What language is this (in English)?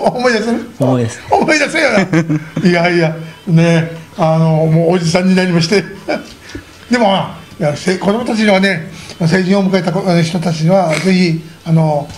Japanese